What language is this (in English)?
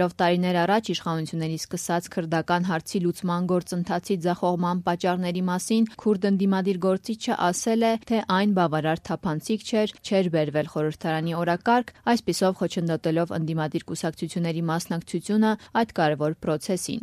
Armenian